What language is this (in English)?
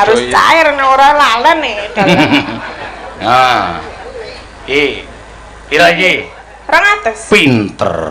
Javanese